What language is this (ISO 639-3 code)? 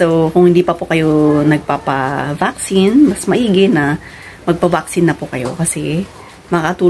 fil